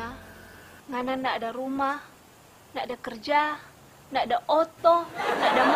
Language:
Manado Malay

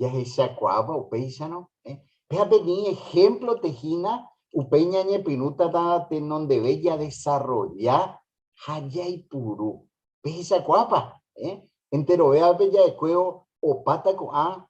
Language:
Guarani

